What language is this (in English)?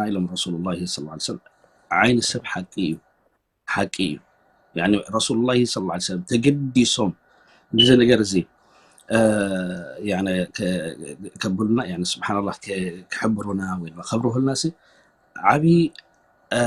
Tigrinya